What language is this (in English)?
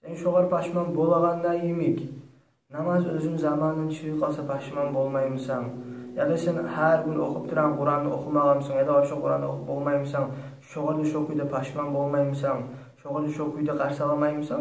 Kumyk